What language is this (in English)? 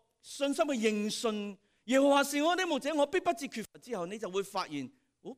Cantonese